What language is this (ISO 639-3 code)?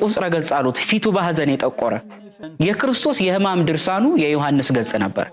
amh